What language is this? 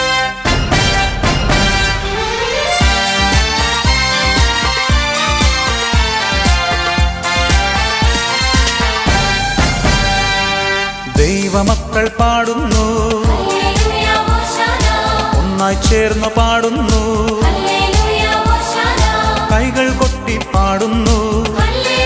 Malayalam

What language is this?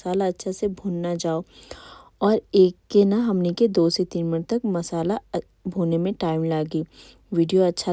Bhojpuri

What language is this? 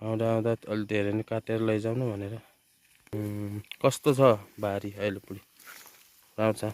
Nepali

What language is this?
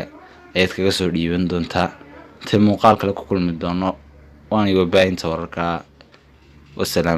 Somali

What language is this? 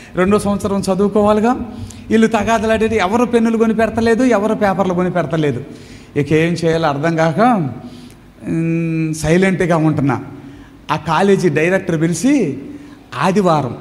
Telugu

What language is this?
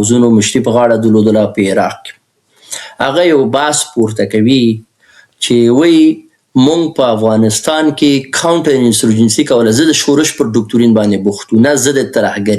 Pashto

